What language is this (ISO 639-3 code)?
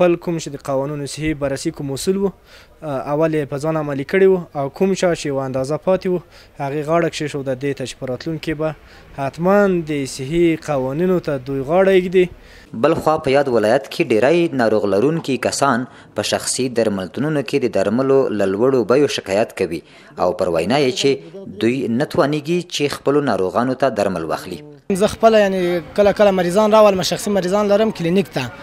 pus